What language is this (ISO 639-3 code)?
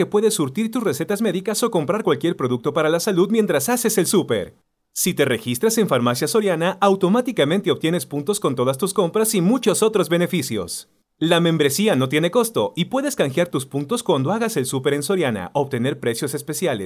spa